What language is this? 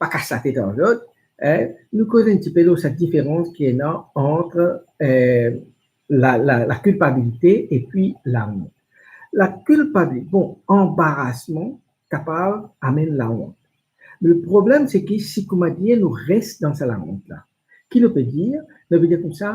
Morisyen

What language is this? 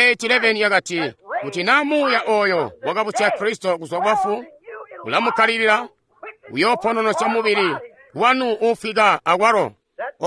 Tonga (Zambia)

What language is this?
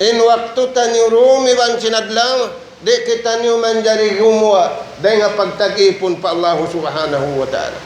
Tausug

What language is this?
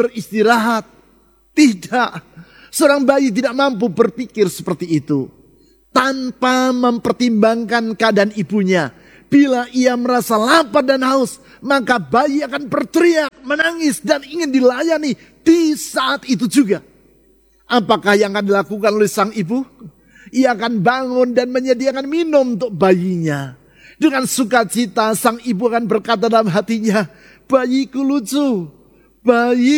Indonesian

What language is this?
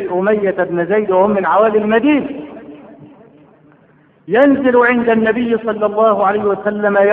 Arabic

